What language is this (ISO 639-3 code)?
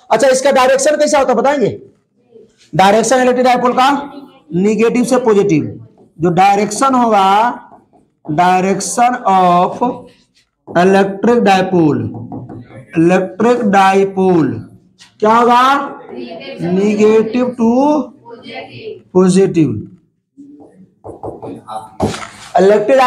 hin